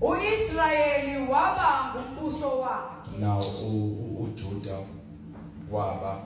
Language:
Zulu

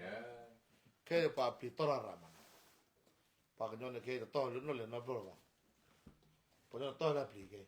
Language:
S'gaw Karen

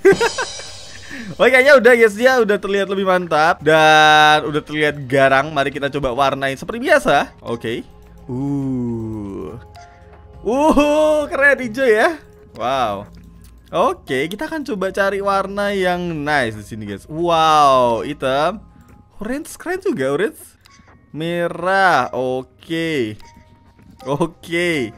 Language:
Indonesian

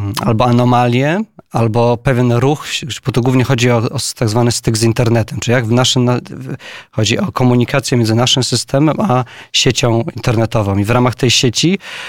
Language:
Polish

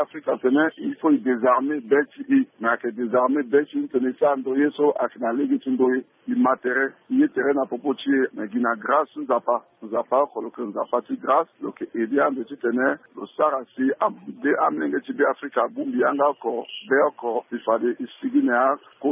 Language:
Sango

